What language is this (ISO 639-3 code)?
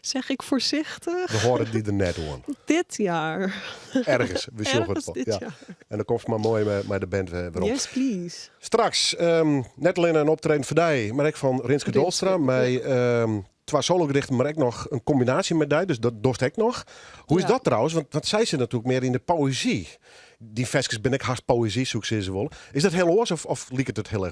fry